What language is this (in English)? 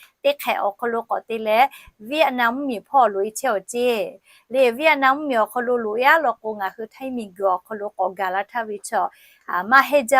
Lahu